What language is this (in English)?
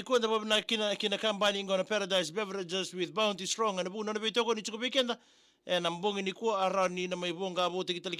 Fijian